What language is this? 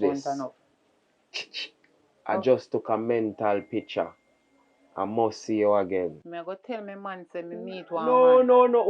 Jamaican Creole English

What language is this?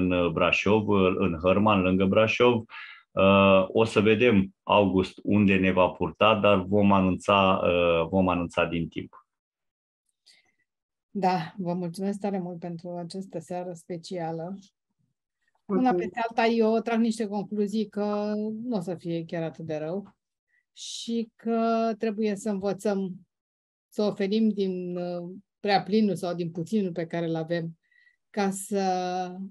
Romanian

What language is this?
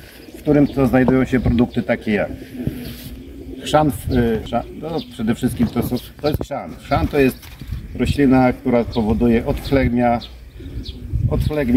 Polish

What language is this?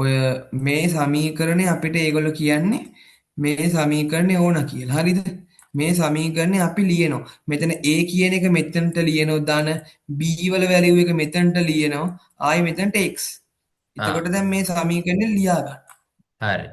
Sinhala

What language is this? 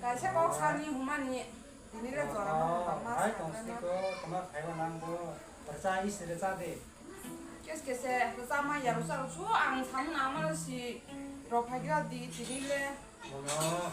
Kok Borok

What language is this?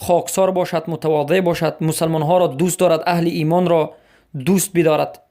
Persian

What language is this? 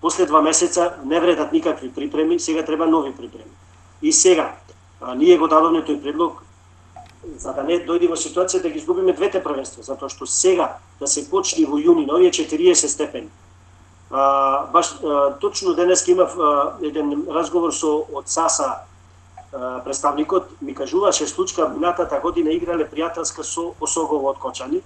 Macedonian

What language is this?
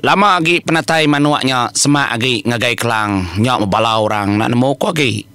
Iban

